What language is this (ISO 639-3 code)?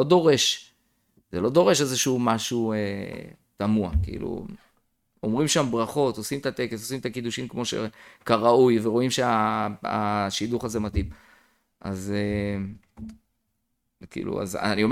heb